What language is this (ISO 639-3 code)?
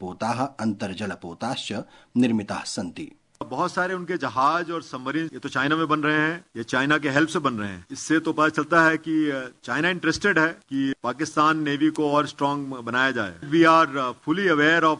san